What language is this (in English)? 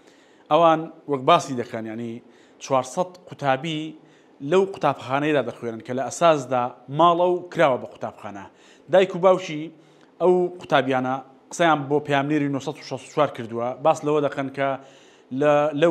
Central Kurdish